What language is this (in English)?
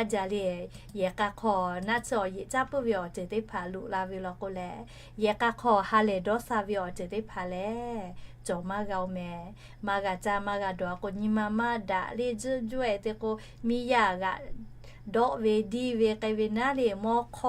Lahu